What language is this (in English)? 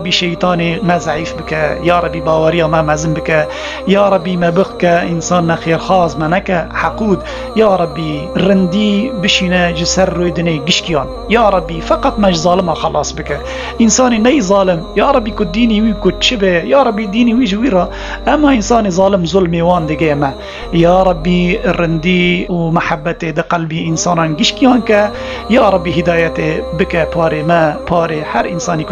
Kurdish